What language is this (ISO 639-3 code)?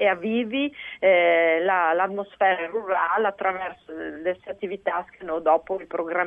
fur